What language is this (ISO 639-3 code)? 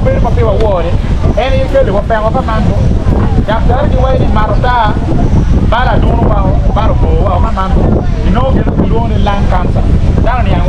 ach